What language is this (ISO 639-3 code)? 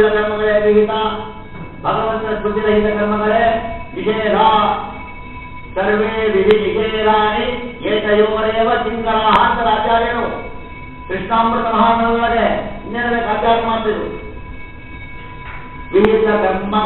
kan